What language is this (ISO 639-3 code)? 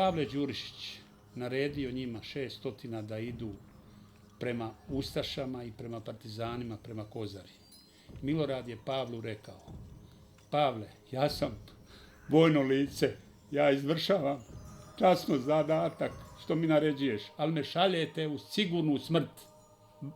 bos